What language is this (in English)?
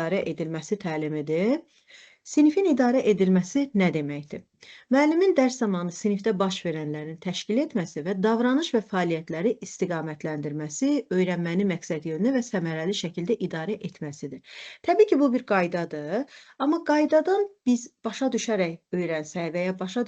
Azerbaijani